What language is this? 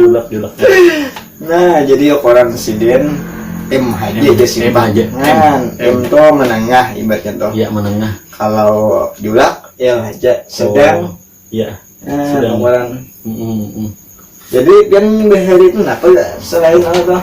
Banjar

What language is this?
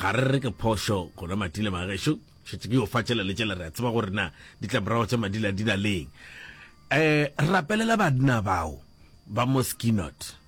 Northern Sotho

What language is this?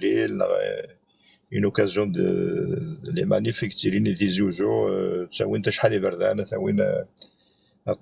Kabyle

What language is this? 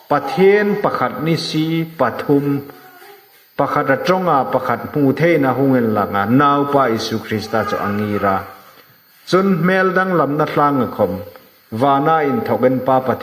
Hmar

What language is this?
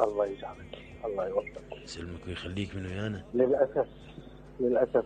Mesopotamian Arabic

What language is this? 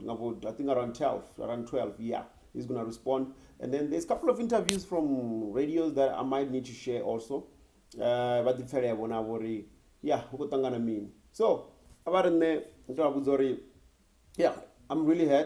Venda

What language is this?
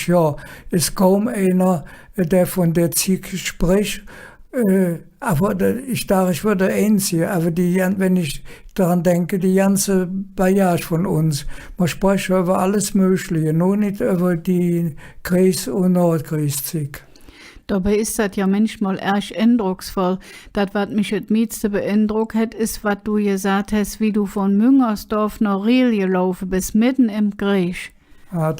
Colognian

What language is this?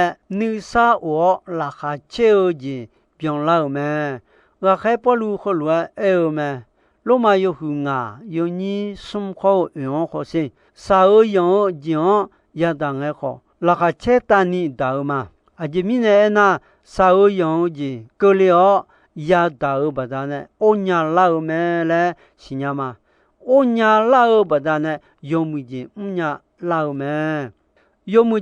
Akha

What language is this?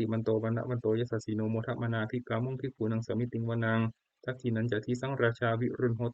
Pali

